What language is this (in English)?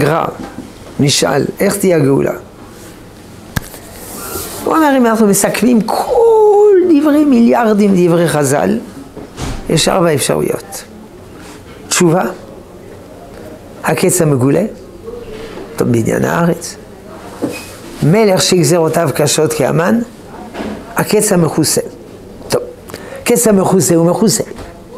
Hebrew